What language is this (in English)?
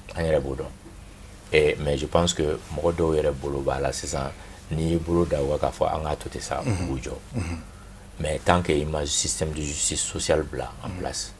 Bambara